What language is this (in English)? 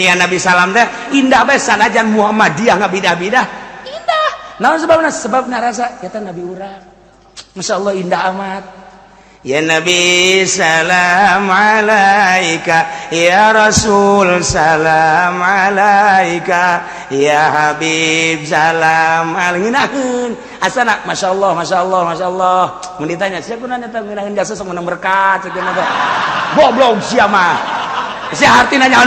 Sundanese